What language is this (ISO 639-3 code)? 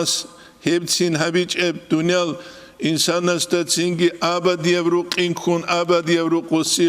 ava